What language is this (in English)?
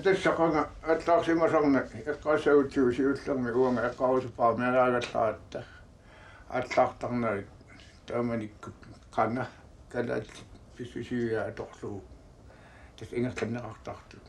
Kalaallisut